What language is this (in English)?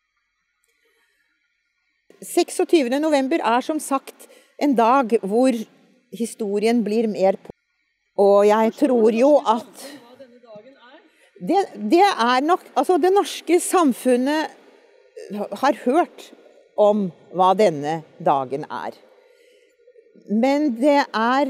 Norwegian